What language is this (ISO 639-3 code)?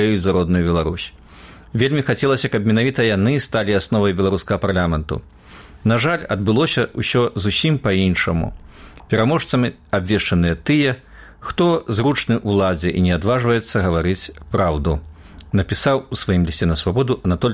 bel